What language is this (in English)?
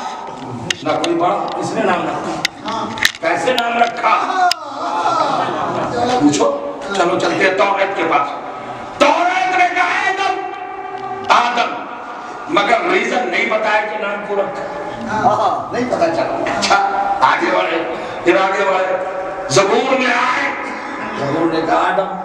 Urdu